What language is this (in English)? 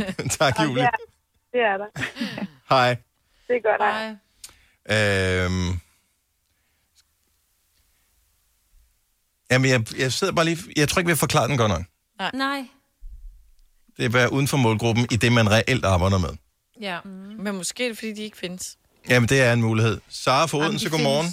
Danish